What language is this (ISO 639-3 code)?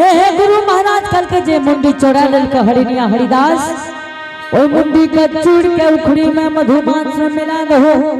anp